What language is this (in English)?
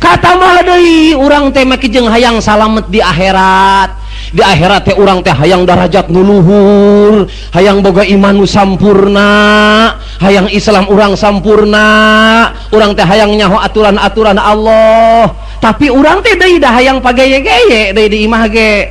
Sundanese